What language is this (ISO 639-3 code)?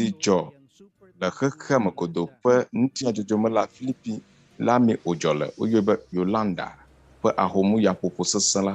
ewe